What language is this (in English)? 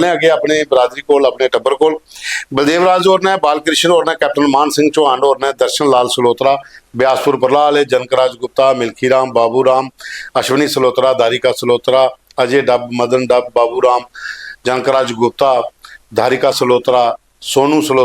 Dogri